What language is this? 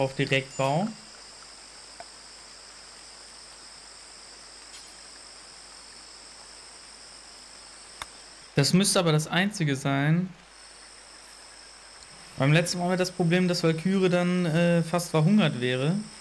German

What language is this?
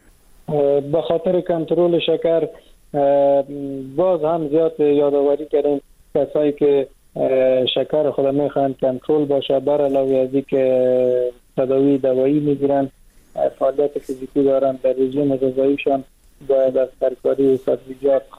Persian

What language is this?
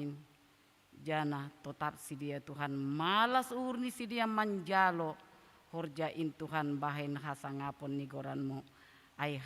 Batak Simalungun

